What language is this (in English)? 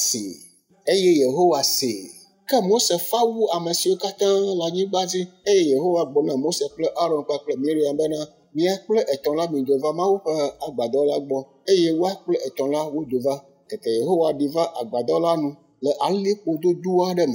Ewe